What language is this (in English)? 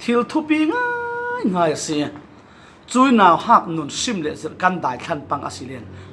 Falam Chin